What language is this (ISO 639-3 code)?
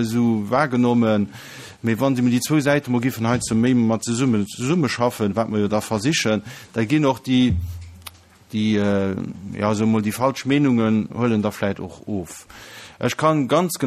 ltz